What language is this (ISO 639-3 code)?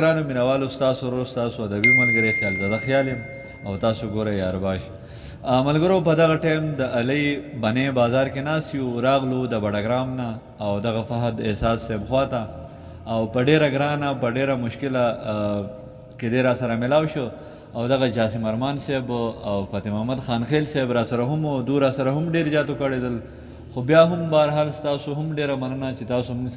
pus